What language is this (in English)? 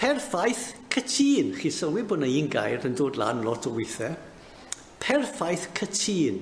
Welsh